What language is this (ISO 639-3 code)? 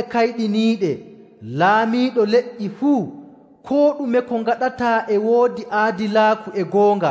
fuv